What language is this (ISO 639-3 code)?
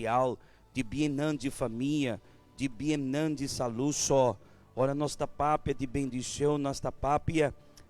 pap